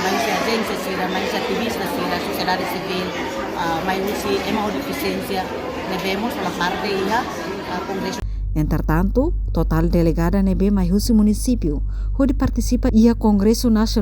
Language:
Tetum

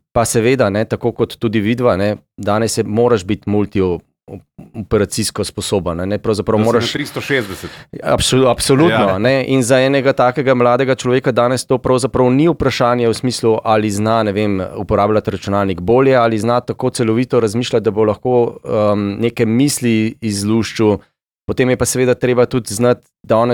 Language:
Slovenian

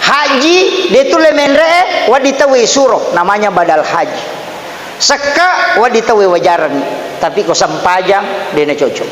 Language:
Buginese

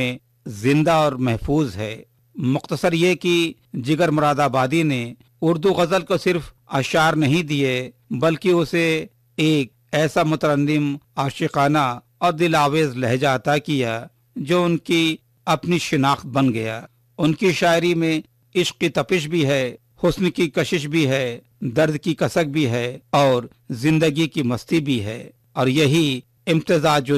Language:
Urdu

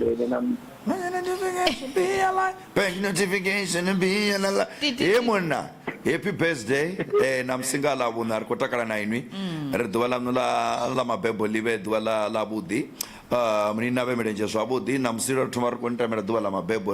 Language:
Venda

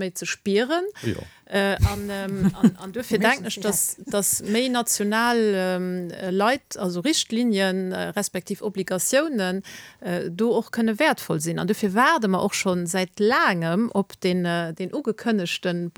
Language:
Luxembourgish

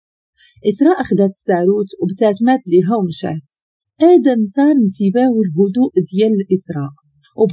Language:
Moroccan Arabic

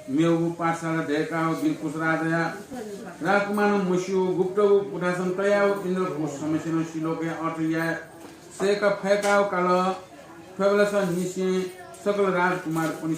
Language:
Newari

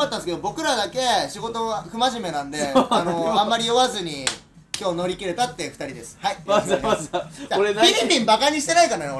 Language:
Japanese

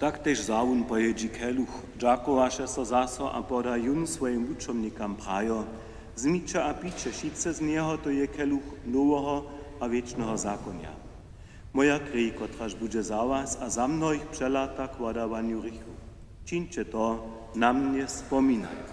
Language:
Upper Sorbian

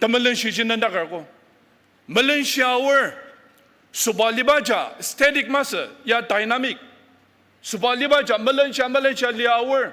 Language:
Ao Naga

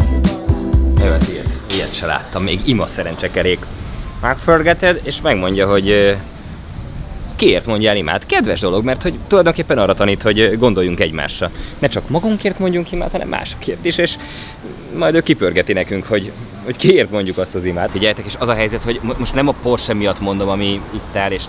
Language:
Hungarian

